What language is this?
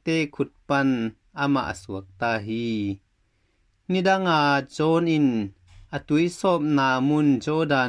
Tedim Chin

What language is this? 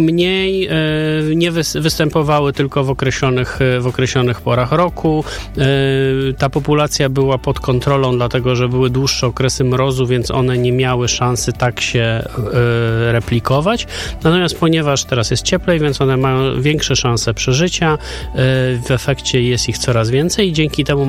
Polish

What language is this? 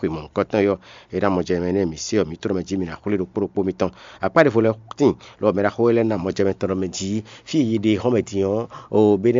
Fon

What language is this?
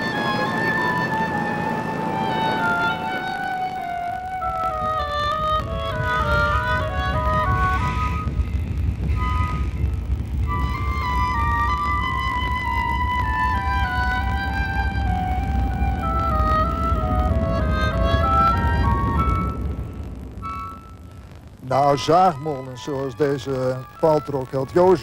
Dutch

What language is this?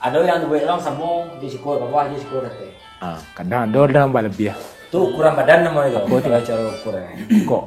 Minangkabau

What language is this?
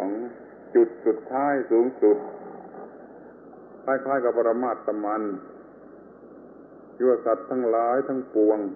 Thai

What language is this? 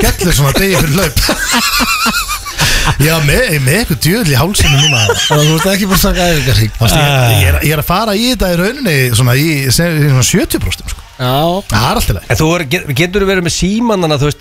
Icelandic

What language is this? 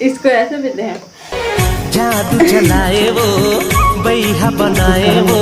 Chhattisgarhi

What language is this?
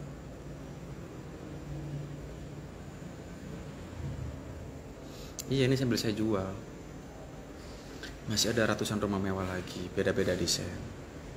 Indonesian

